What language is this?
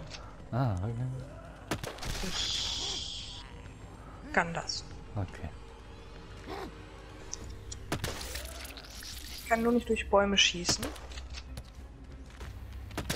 German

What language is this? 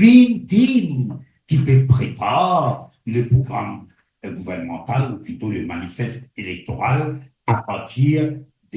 Morisyen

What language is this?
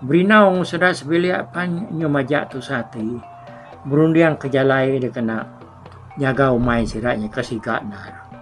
Iban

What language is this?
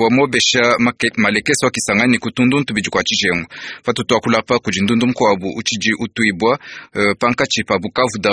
Luba-Lulua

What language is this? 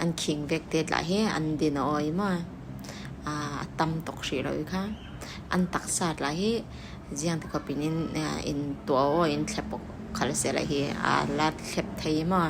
Falam Chin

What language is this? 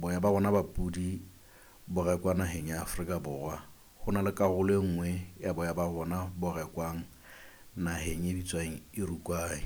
Southern Sotho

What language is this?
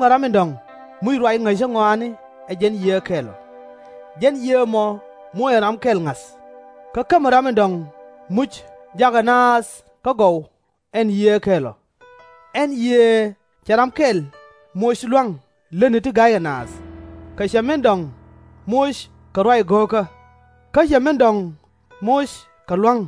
Nuer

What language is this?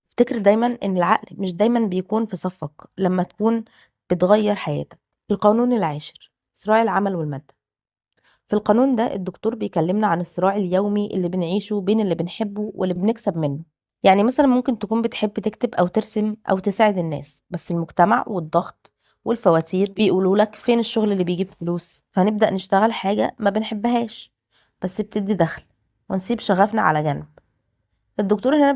Egyptian Arabic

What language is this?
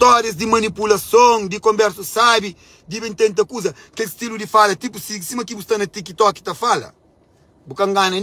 Kabuverdianu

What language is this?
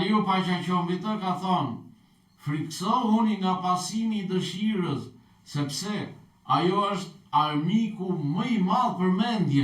Albanian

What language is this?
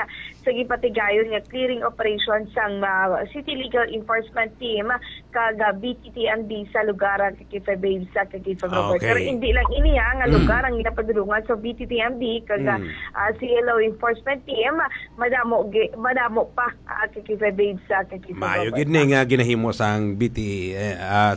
Hiligaynon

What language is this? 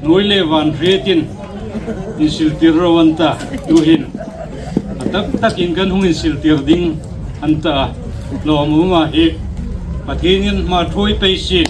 Hmar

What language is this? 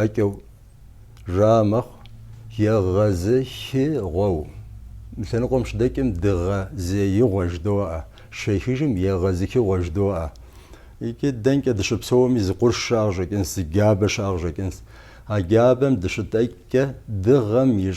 Kabardian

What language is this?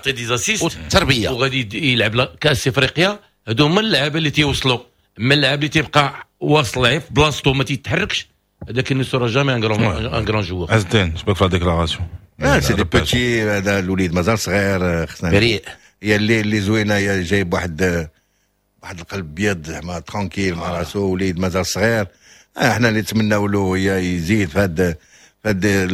Moroccan Arabic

